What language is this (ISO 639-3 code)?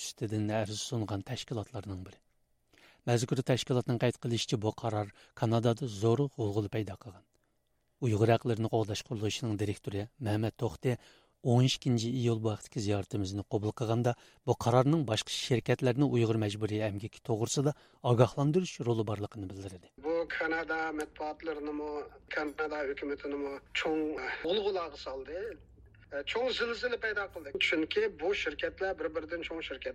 uig